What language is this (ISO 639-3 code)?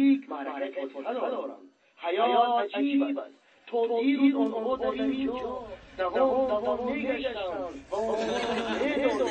tgk